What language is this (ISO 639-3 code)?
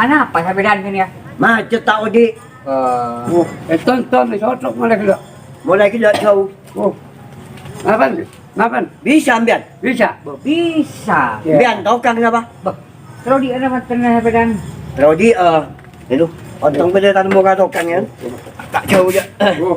mad